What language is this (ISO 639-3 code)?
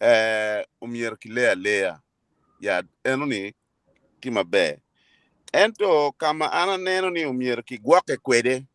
ach